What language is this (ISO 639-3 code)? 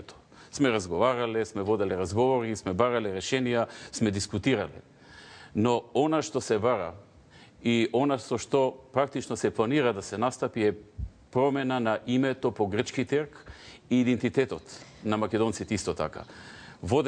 mkd